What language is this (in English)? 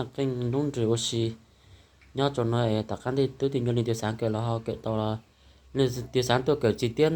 Hmong